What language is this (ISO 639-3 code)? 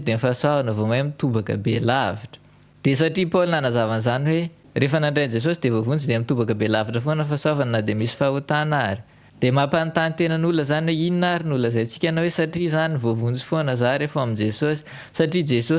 mlg